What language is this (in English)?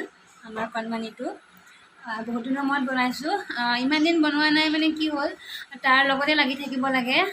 Assamese